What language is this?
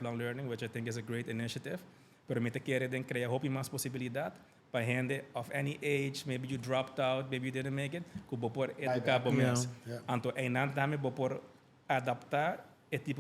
Papiamento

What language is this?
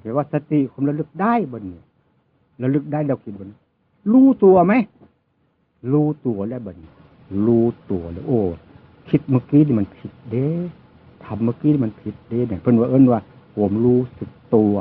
Northeastern Thai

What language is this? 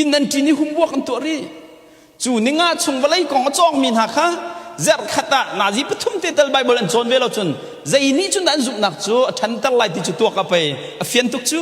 Hakha Chin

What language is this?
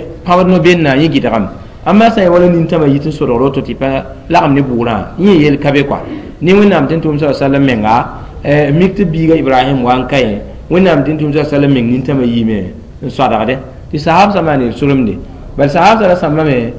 Mossi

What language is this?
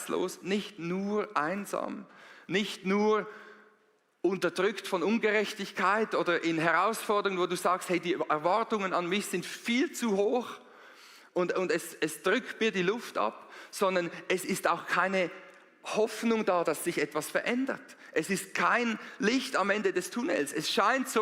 Swiss German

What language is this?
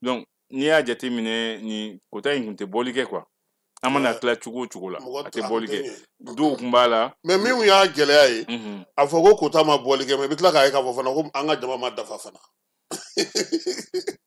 Bambara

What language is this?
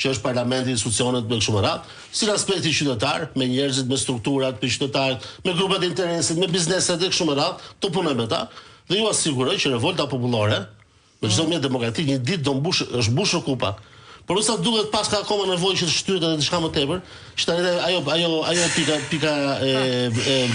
Albanian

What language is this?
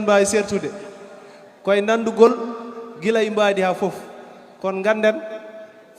Fula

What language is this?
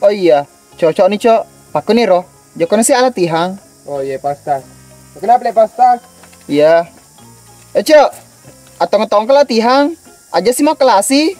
Buginese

